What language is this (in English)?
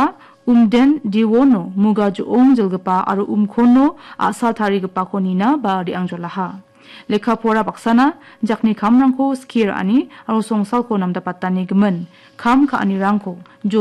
Garo